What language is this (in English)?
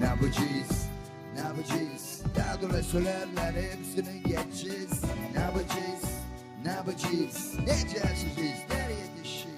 Gagauz